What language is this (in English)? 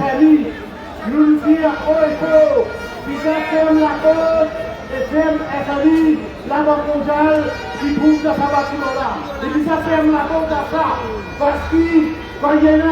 Morisyen